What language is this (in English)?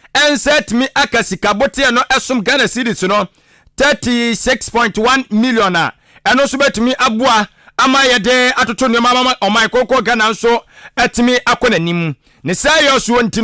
Akan